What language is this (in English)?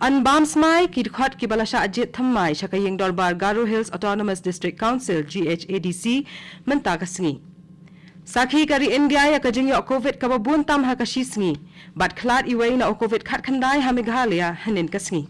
Khasi